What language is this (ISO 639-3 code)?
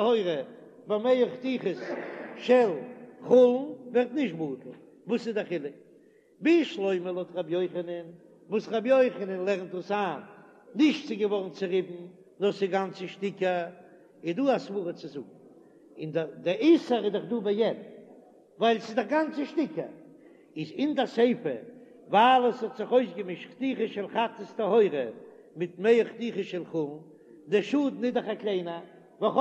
yid